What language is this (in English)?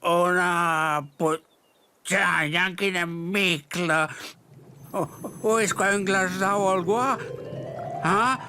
Romansh